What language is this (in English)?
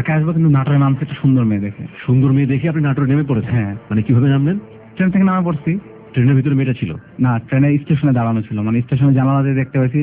Bangla